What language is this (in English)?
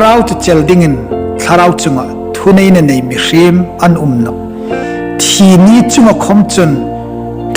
Hmar